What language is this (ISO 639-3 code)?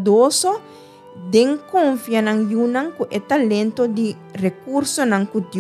pap